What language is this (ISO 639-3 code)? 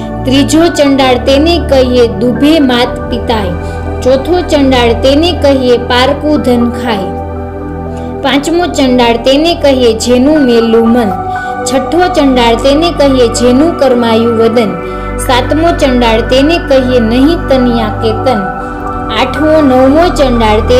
guj